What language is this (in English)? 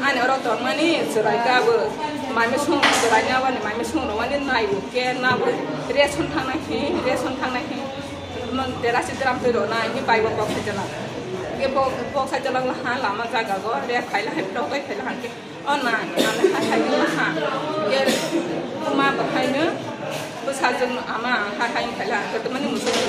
Kok Borok